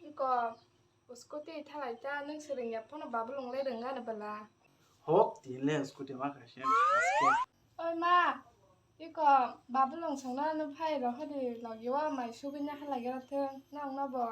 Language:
Kok Borok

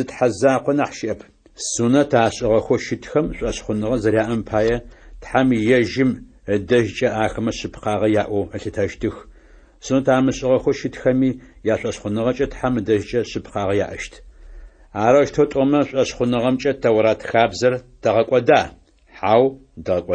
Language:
Adyghe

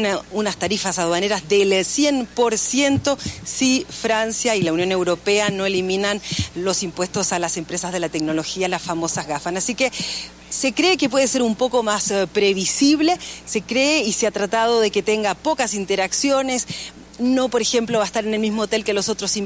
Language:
Spanish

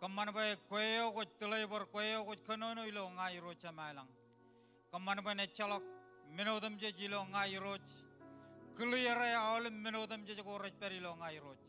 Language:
Marshallese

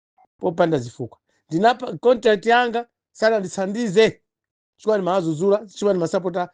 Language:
Nyanja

